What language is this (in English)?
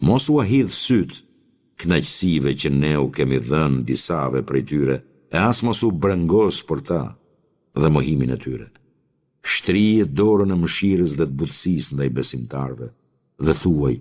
Albanian